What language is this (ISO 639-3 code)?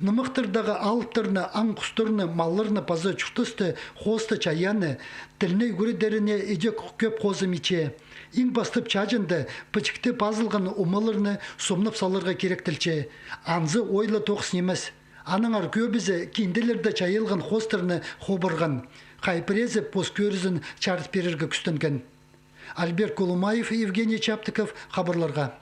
kjh